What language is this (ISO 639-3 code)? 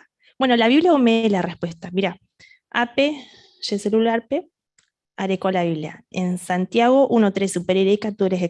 grn